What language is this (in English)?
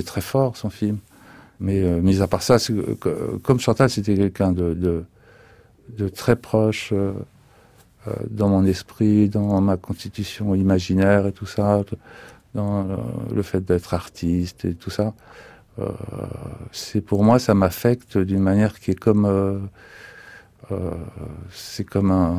French